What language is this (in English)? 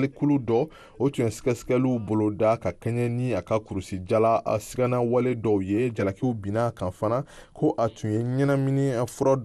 Bambara